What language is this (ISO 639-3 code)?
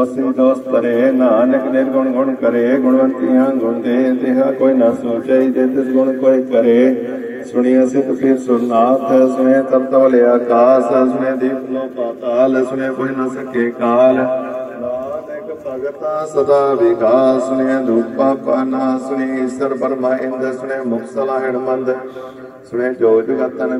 pan